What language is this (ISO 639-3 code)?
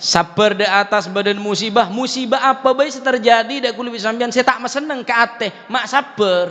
mad